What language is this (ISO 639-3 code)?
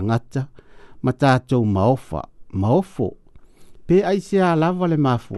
smo